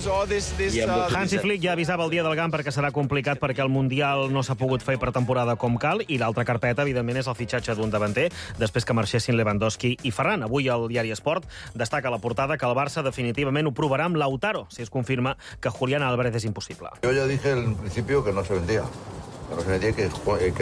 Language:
Catalan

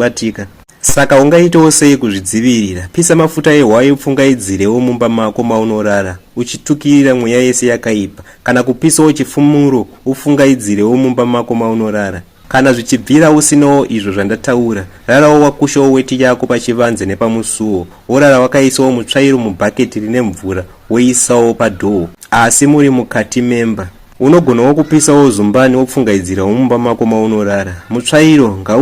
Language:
Shona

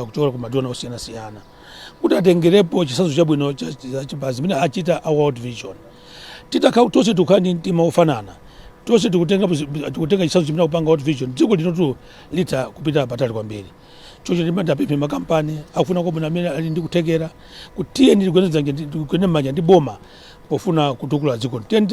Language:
Nyanja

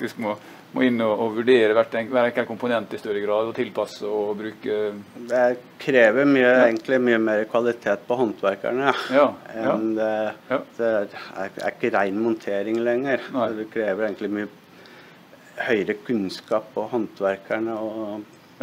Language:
Norwegian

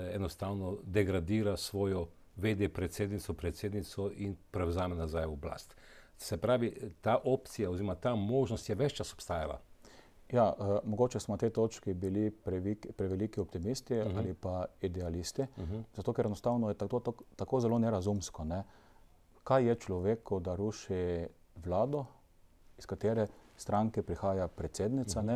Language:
Slovenian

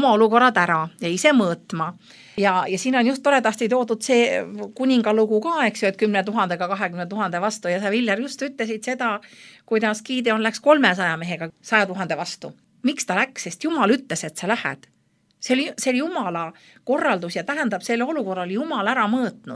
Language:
Estonian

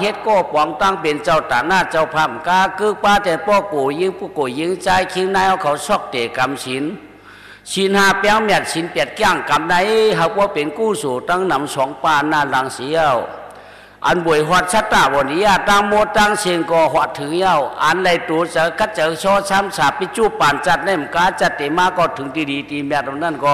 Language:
Shan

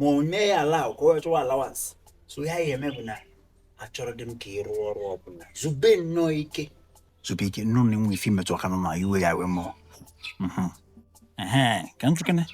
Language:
Igbo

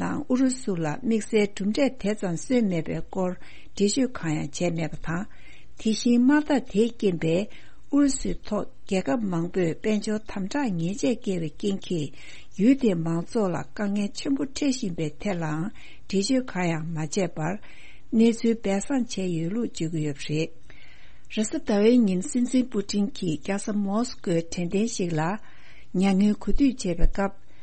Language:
Tibetan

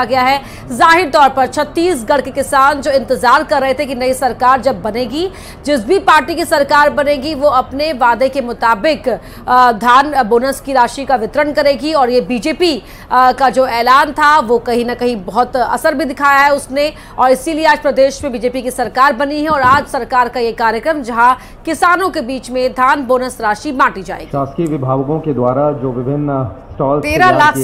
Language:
Hindi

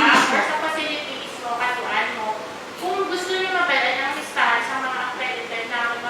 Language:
Hiligaynon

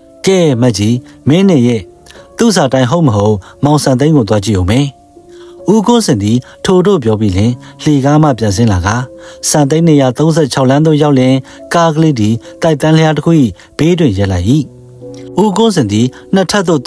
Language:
Burmese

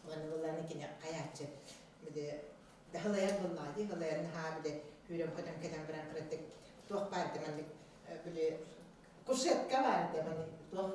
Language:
Yakut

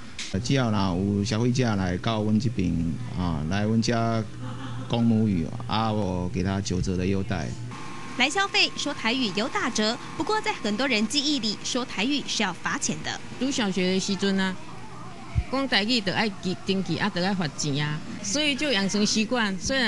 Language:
Min Nan Chinese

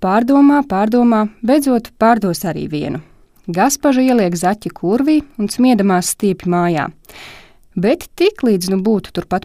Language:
Latvian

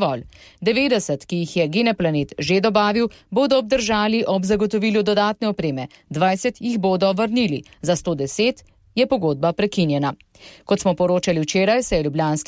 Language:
Slovenian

